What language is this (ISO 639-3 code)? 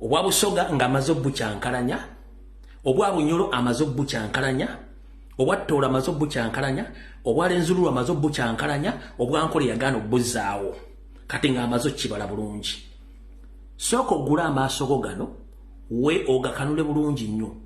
lug